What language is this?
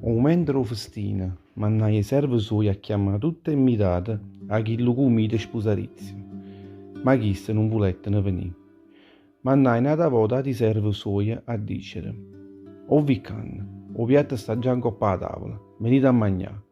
Neapolitan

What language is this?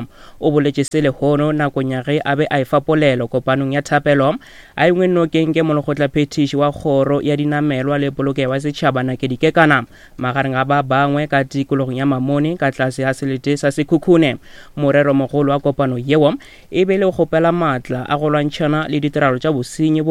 Northern Sotho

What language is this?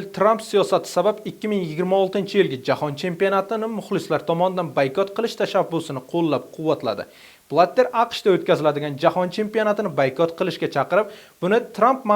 Uzbek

